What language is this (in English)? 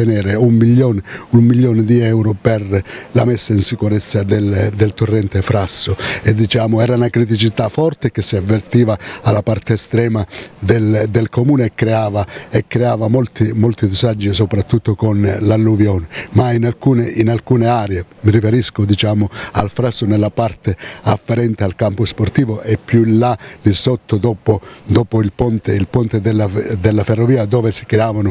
Italian